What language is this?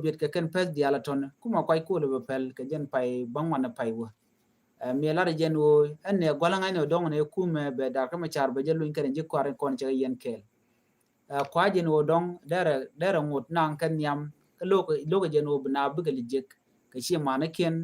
Nuer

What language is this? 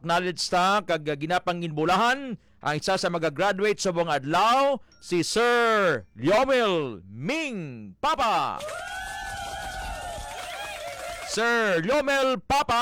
Hiligaynon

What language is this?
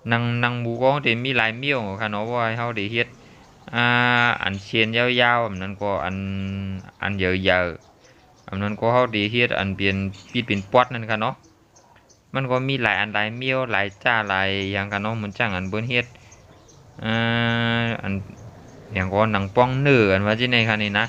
Shan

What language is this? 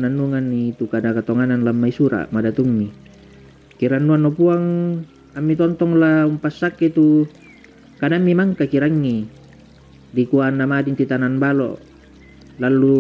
Toraja-Sa'dan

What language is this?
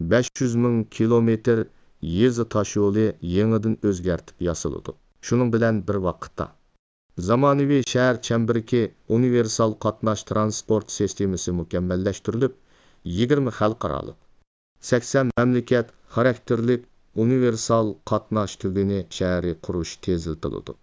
Uyghur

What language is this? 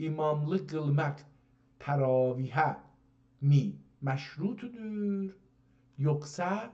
South Azerbaijani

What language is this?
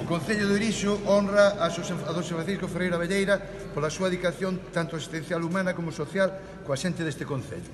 Galician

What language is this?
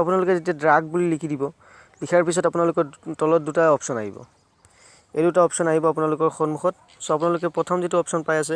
Assamese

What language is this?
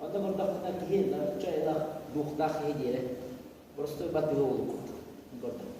Yakut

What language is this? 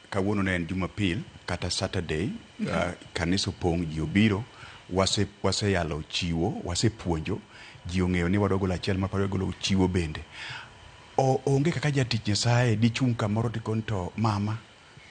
Luo (Kenya and Tanzania)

